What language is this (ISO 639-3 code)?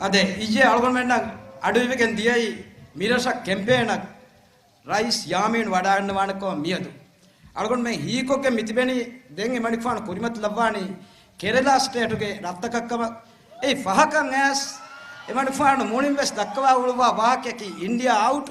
div